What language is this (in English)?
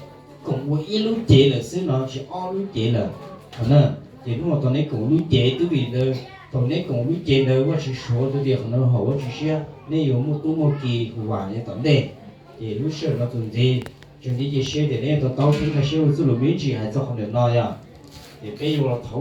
Hmong